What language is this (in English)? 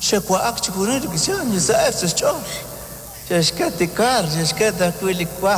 Kekchí